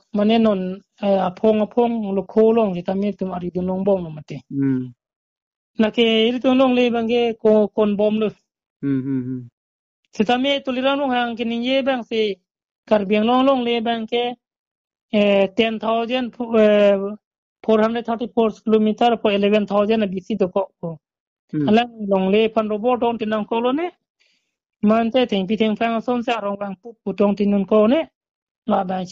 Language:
Karbi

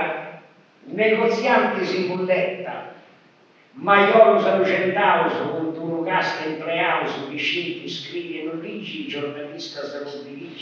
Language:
Sardinian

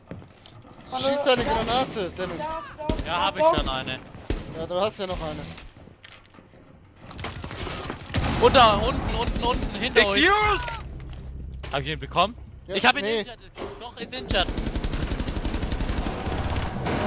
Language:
German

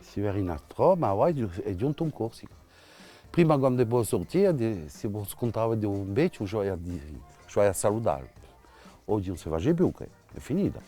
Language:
Corsican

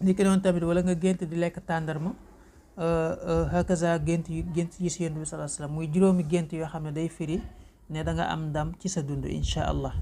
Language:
Wolof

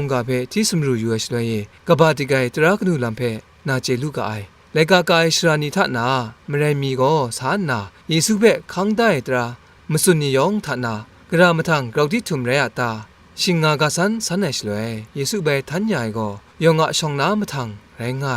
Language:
Kachin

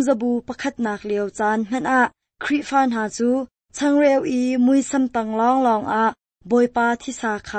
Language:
Hakha Chin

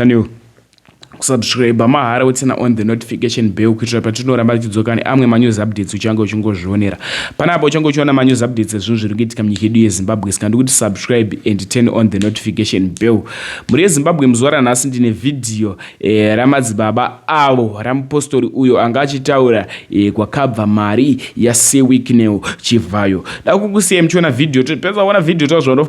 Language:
Shona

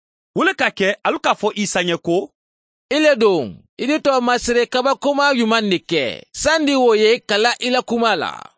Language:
Mandingo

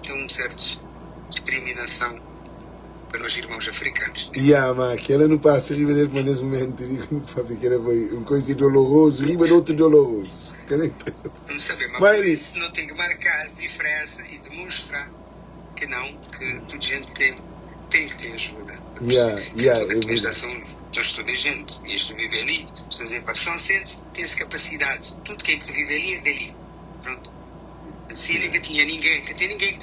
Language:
Kabuverdianu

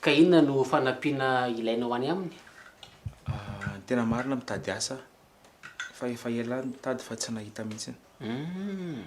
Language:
Malagasy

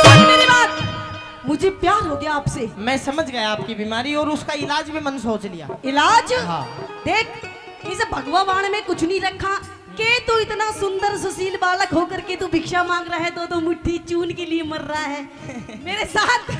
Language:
Haryanvi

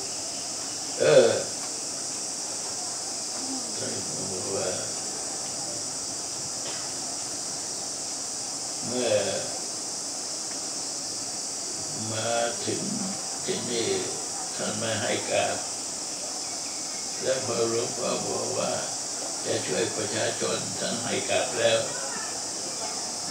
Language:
Thai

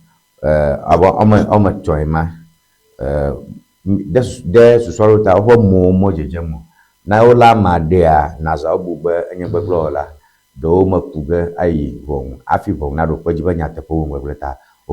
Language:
Ewe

